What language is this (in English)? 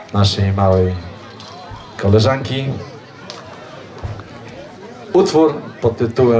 Polish